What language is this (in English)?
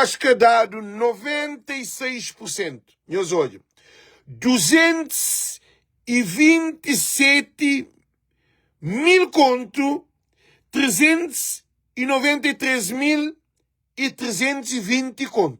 Kabuverdianu